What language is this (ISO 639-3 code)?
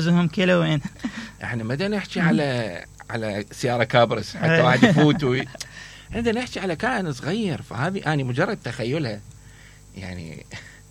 acm